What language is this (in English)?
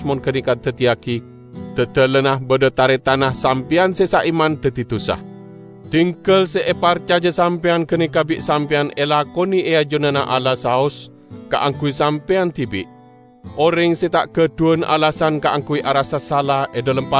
Madurese